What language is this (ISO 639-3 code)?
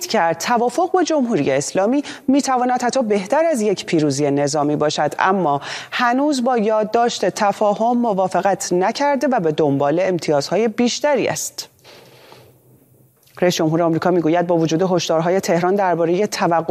fas